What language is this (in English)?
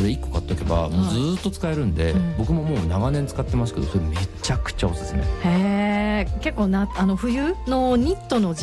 Japanese